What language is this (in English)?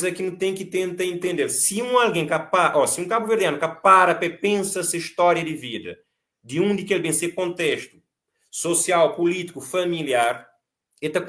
Kabuverdianu